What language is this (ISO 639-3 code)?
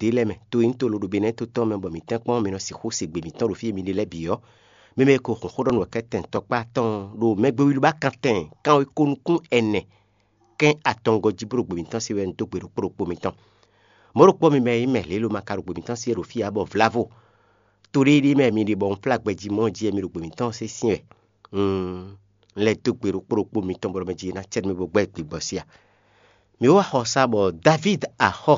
fon